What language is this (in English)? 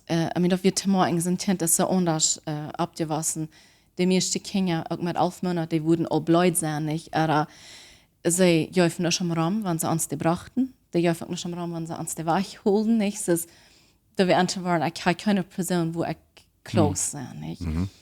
Plautdietsch